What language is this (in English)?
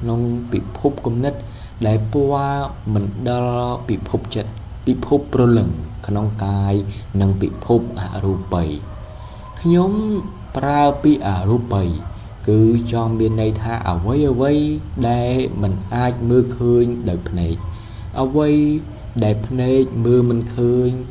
Khmer